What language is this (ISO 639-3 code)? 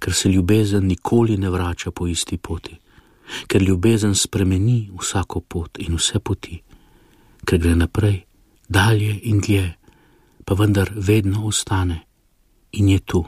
slv